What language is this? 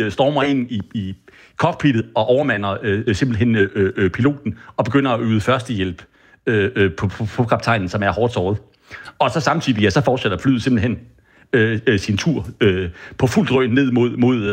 Danish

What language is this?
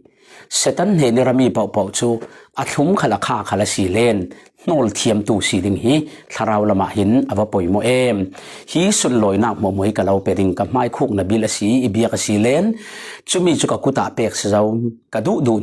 Falam Chin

